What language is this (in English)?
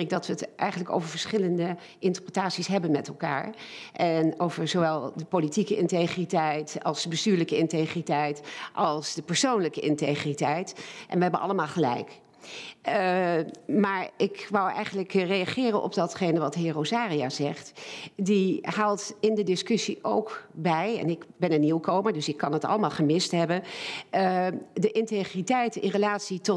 Dutch